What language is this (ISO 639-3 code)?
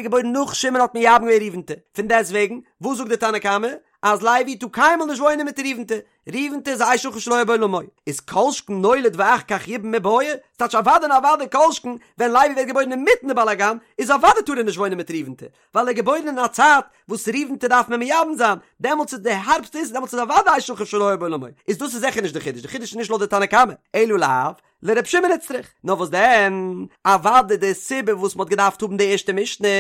yid